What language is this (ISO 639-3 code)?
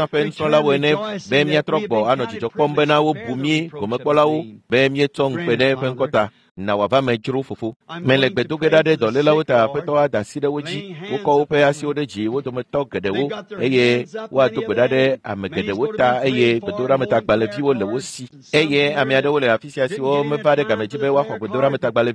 ewe